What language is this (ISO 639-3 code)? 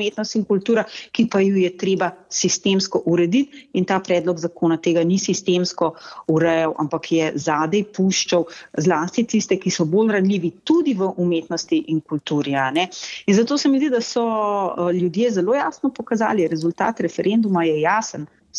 slv